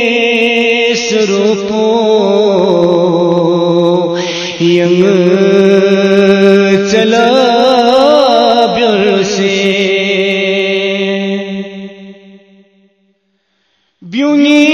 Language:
Balti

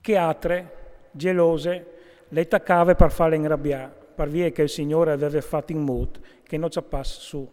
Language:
Friulian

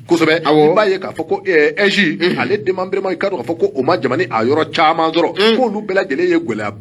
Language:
Bambara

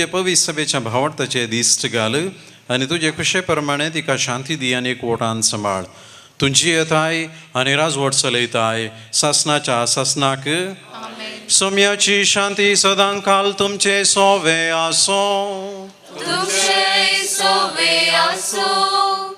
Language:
Konkani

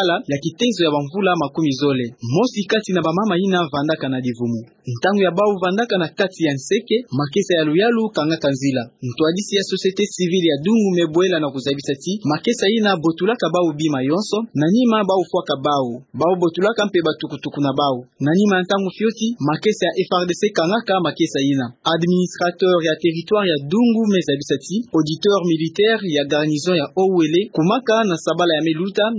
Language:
Kituba (Democratic Republic of Congo)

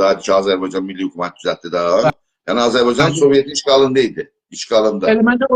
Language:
South Azerbaijani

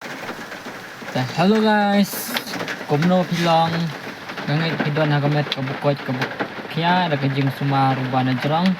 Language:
Khasi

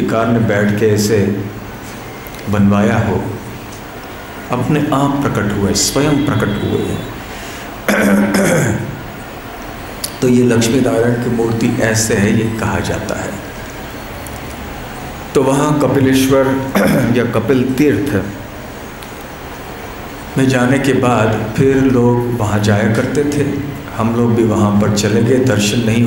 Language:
Hindi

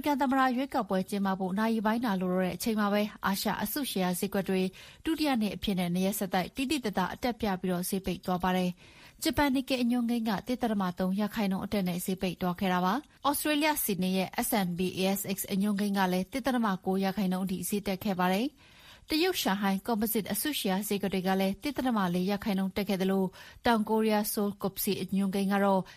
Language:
Burmese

